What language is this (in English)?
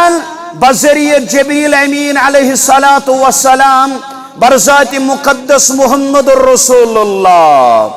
Kashmiri